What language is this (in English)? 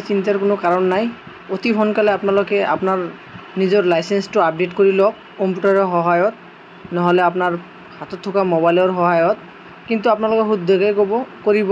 Assamese